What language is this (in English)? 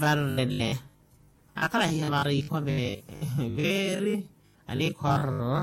Makhuwa